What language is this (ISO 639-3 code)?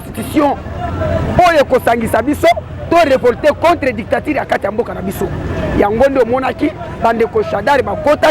lin